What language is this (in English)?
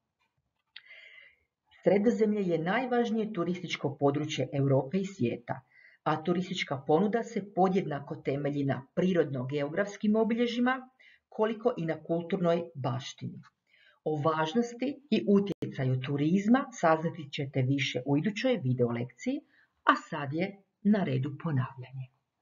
Croatian